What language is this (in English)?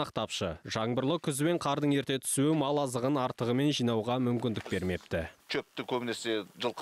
Kazakh